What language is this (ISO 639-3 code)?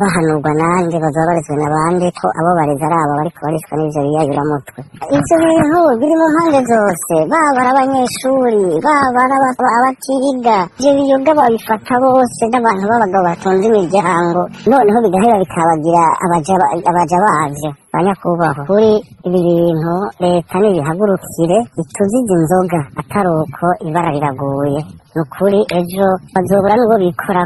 run